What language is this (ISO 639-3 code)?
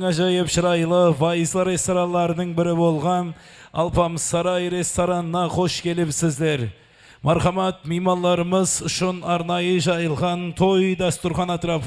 kaa